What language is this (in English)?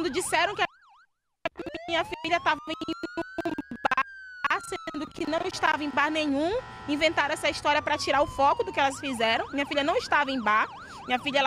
Portuguese